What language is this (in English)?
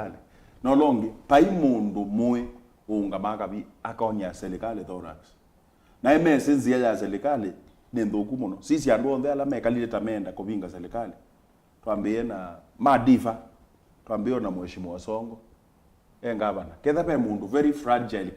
Kamba